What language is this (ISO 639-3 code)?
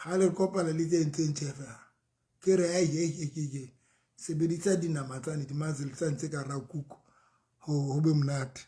sot